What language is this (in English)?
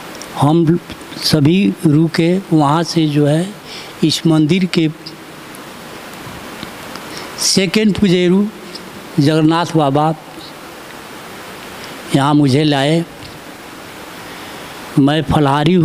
Hindi